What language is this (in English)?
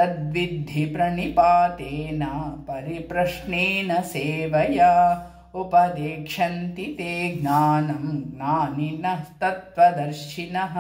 Sanskrit